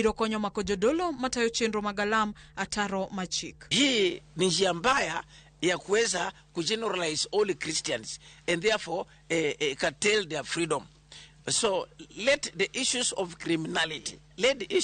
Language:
Luo (Kenya and Tanzania)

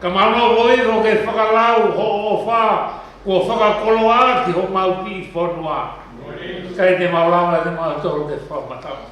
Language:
Tongan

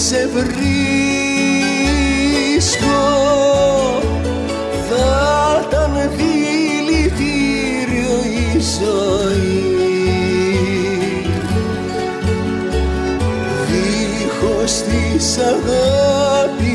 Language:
Greek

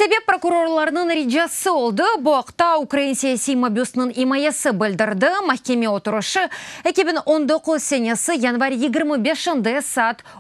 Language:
Crimean Tatar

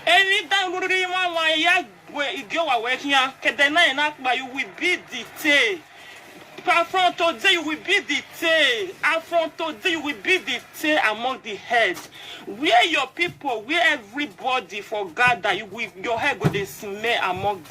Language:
Nigerian Pidgin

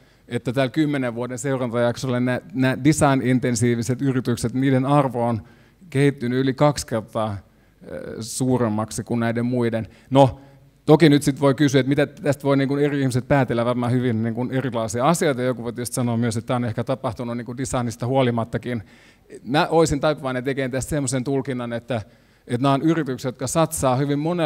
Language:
Finnish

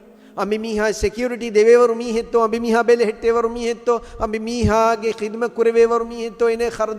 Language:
Divehi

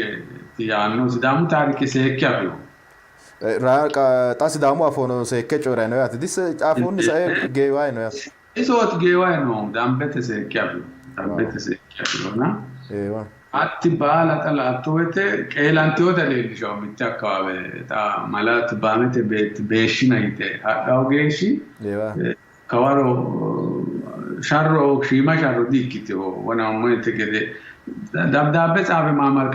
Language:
Sidamo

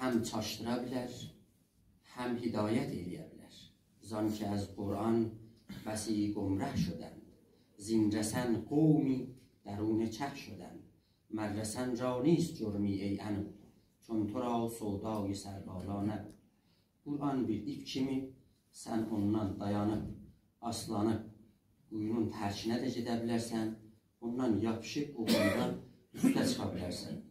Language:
South Azerbaijani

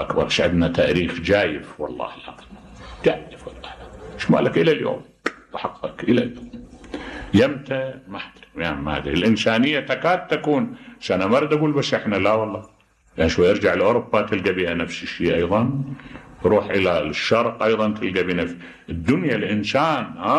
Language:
Mesopotamian Arabic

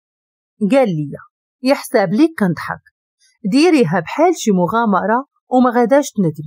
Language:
Moroccan Arabic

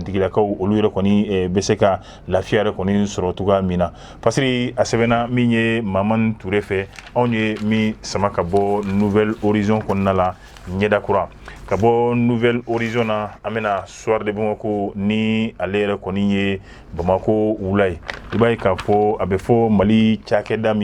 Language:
Bambara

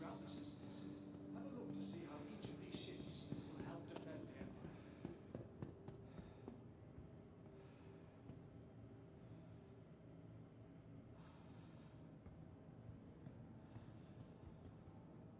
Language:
English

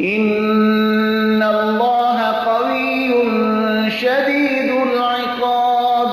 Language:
Persian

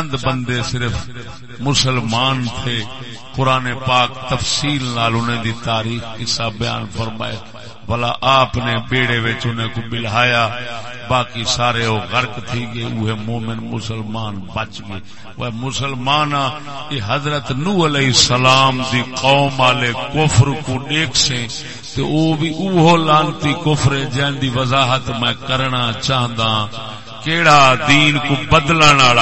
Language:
Saraiki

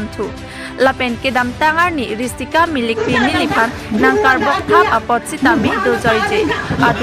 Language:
Karbi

